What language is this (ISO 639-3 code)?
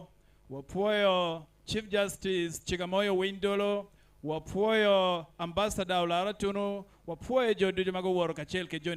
ach